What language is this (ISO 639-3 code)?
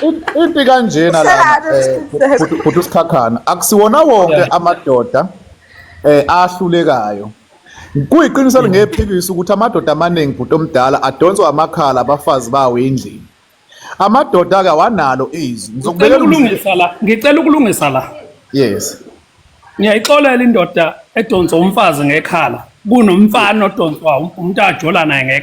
zul